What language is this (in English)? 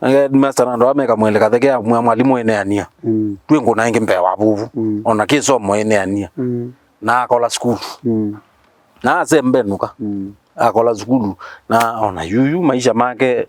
Kamba